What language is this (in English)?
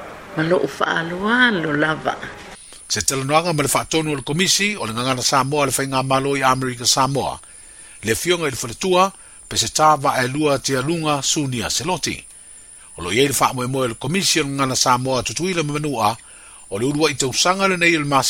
Samoan